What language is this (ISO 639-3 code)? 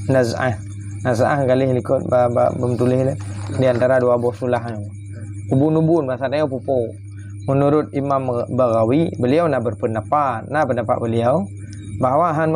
ace